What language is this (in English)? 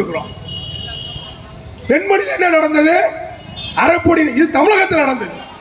Tamil